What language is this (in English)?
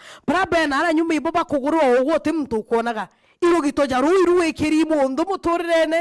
Meru